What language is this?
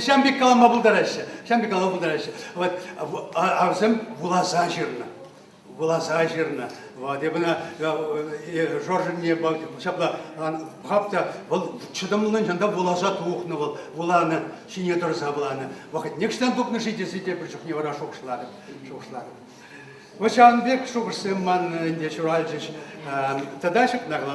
Chuvash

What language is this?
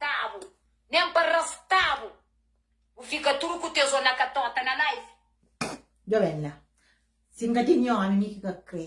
Kabuverdianu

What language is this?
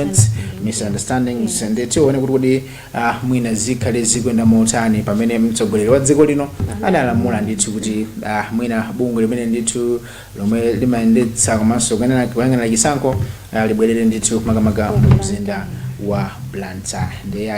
Nyanja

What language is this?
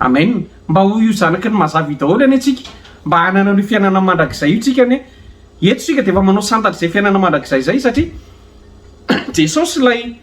Malagasy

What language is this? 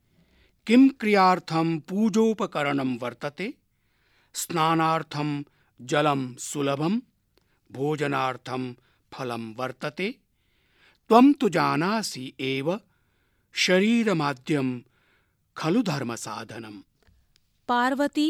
Sanskrit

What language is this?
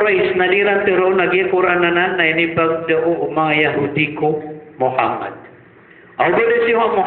Maranao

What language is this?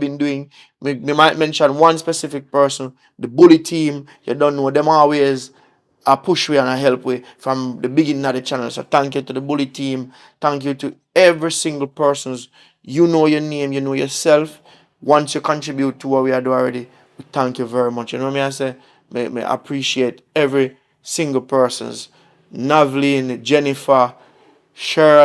Jamaican Creole English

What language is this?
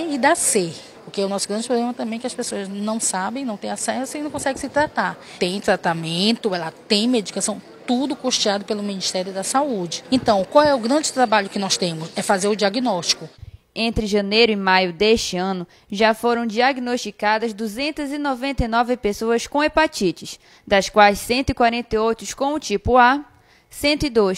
Portuguese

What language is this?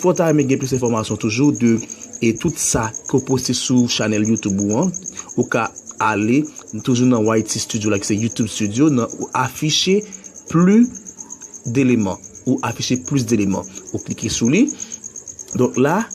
Haitian Creole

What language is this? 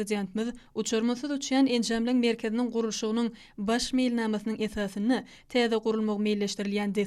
Turkmen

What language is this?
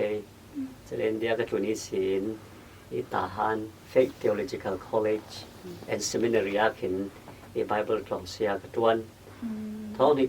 Falam Chin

